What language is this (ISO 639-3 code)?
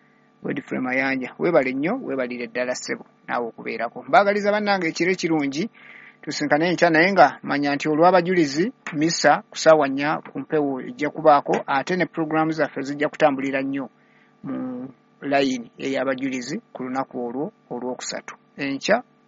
lug